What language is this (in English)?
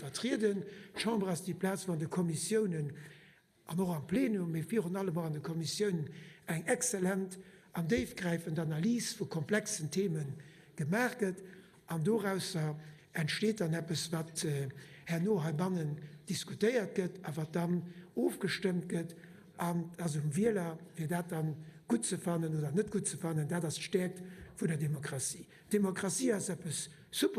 Luxembourgish